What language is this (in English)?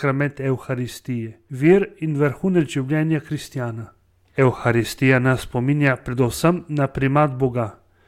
Slovenian